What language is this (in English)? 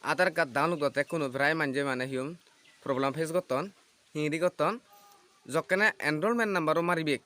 Chakma